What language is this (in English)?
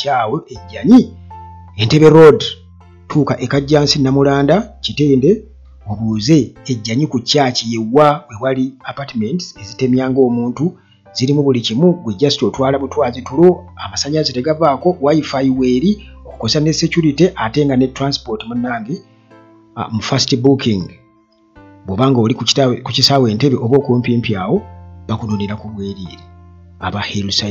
Ganda